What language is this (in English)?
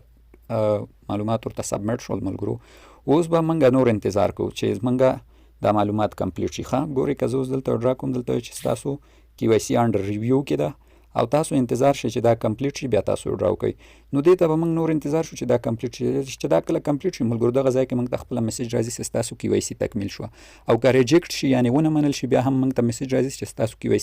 Pashto